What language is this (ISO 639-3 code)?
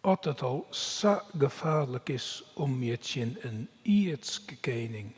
fry